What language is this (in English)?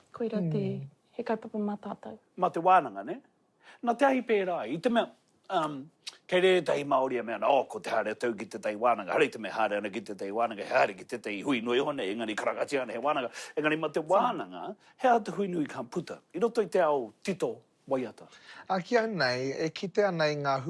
Māori